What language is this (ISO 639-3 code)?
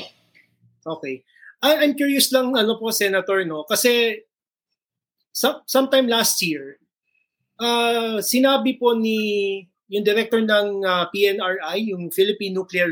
fil